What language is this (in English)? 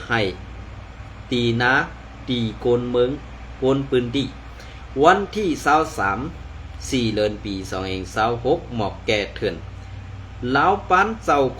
Shan